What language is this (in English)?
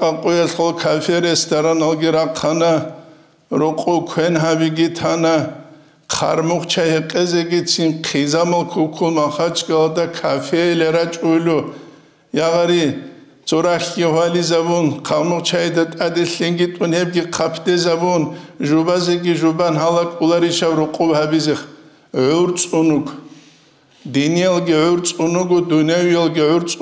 Avaric